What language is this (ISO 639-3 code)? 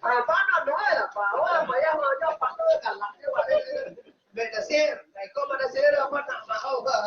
min